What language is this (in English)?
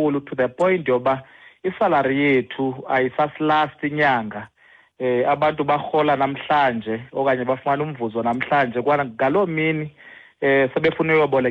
Xhosa